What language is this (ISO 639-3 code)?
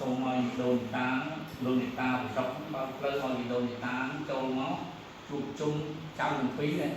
khm